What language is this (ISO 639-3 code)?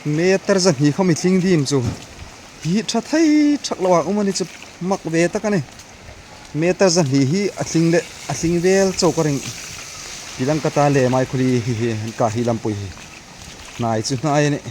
hmr